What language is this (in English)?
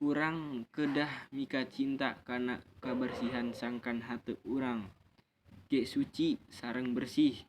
Sundanese